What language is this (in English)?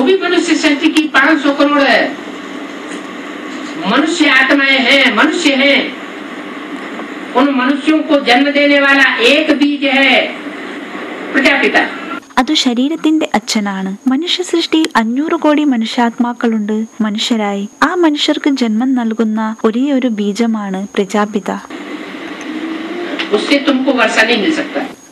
Malayalam